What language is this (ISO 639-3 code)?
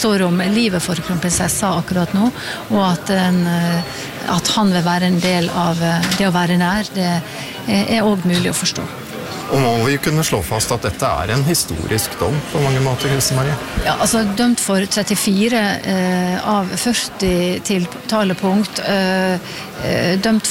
nor